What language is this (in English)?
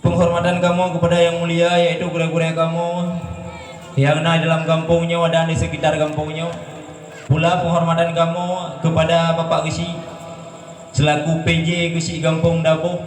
Achinese